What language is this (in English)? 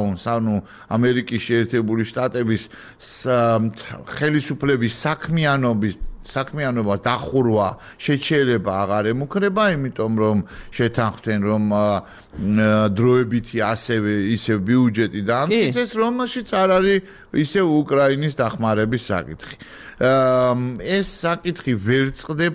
Georgian